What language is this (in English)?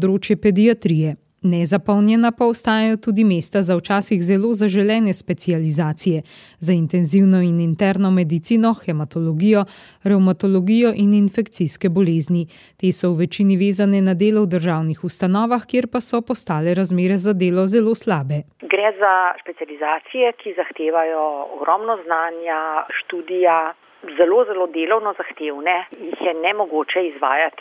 Slovenian